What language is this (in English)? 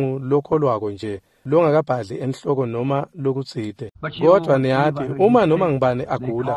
Swati